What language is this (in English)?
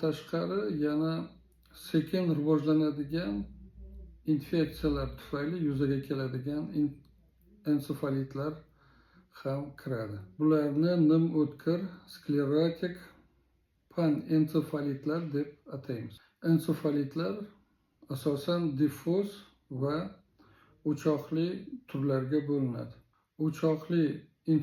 Uzbek